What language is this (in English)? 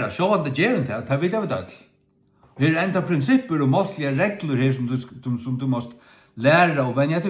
Faroese